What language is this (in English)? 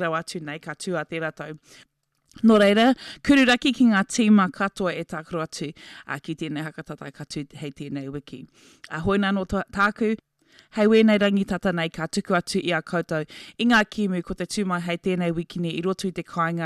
Māori